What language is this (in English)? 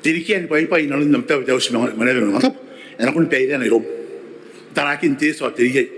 Gilbertese